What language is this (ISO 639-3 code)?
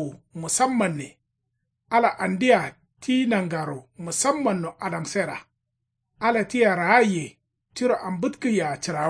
kau